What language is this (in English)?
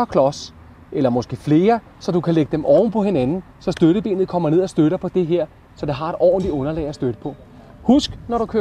Danish